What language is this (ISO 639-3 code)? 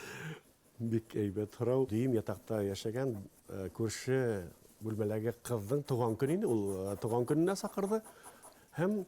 bak